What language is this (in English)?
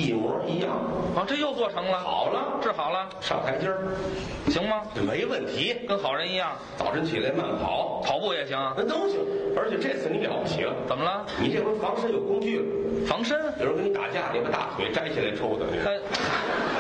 Chinese